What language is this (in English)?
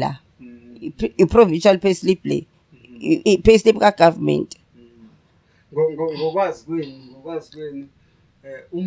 Zulu